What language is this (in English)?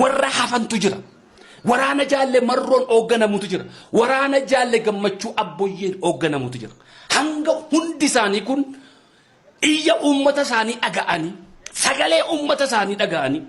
Oromo